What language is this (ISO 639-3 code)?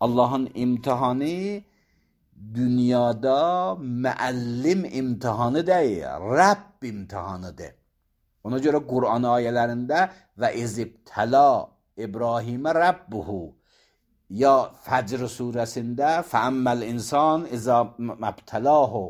aze